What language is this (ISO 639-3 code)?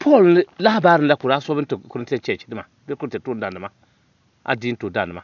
dag